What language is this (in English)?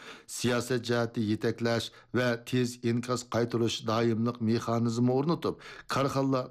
Uyghur